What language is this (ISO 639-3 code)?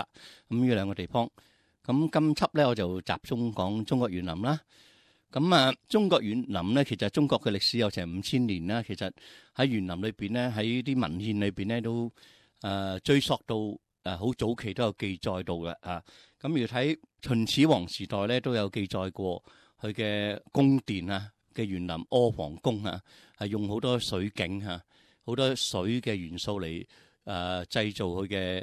yue